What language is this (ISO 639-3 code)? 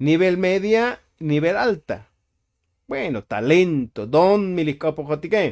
tzo